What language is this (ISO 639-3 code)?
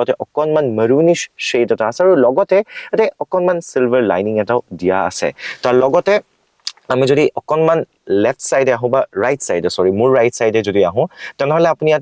asm